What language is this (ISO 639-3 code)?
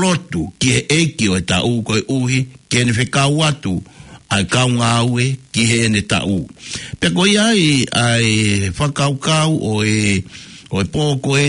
ton